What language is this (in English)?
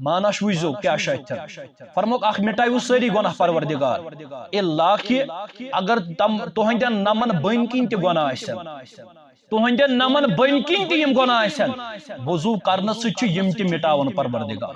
Kashmiri